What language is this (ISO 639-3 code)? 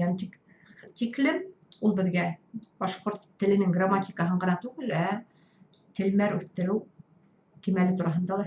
bak